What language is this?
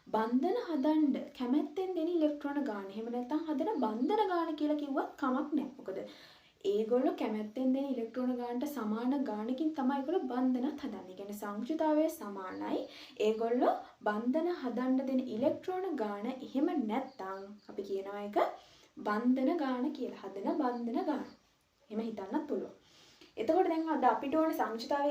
Sinhala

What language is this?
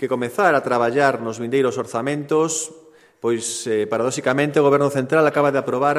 Galician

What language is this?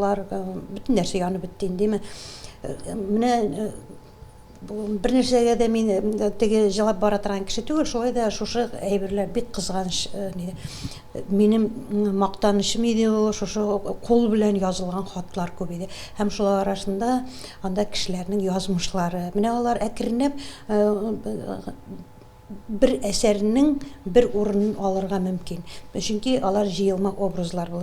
Tatar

